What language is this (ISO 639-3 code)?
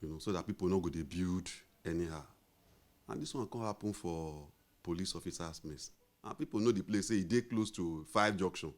pcm